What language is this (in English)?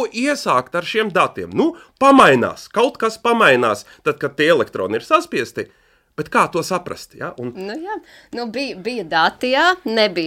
Latvian